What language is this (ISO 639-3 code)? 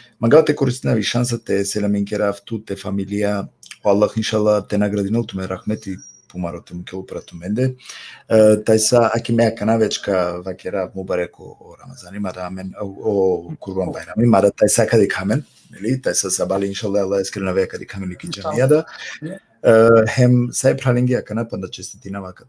rmn